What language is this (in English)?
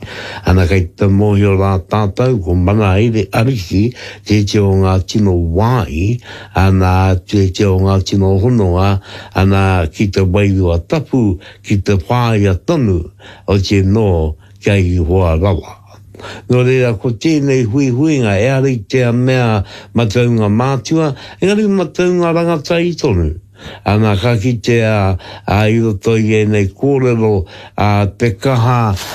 Māori